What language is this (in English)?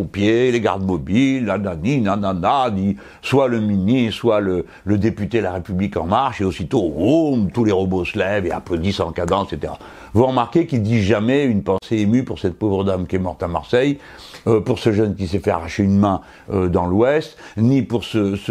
French